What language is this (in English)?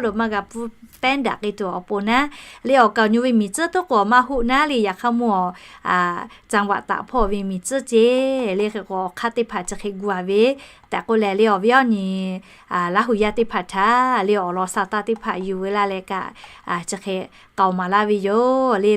Lahu